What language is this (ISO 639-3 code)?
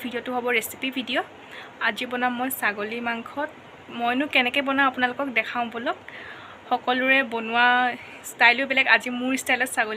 asm